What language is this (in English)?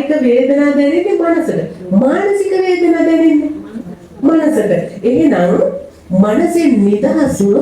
Sinhala